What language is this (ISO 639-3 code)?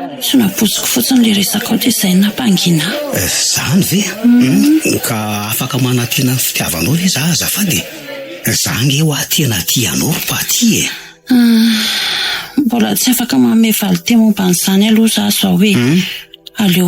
mlg